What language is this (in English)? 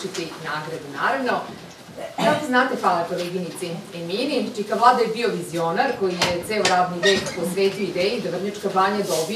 Serbian